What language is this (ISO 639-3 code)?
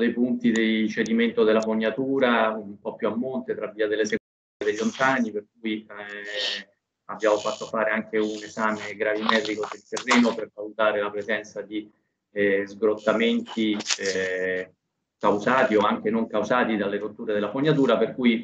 ita